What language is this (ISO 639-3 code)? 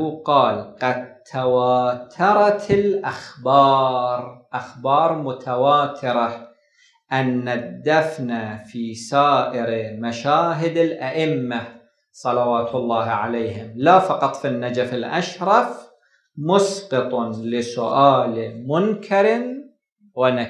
ara